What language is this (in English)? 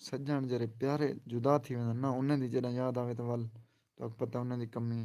Saraiki